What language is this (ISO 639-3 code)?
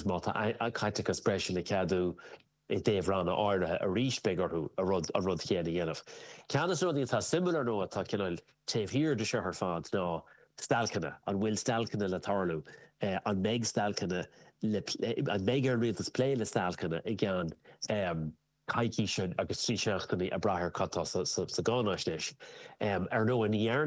gle